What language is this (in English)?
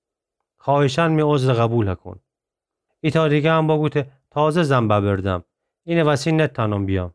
Gilaki